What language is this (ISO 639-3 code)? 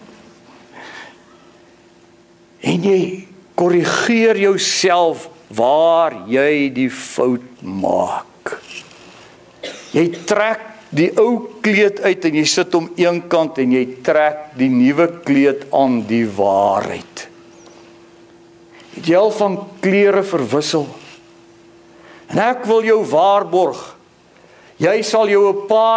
afr